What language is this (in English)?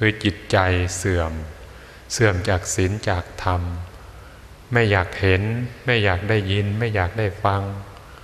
Thai